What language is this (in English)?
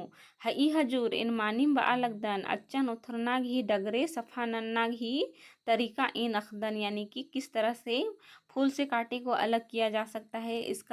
Kurukh